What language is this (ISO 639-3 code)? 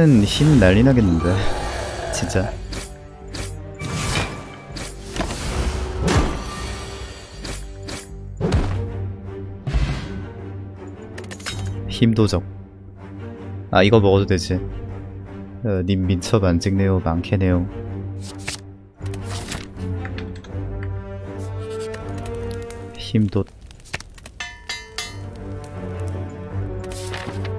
kor